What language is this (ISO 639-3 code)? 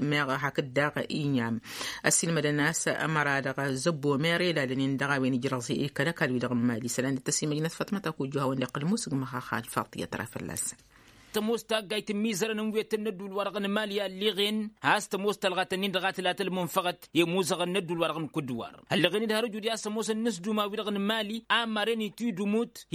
taq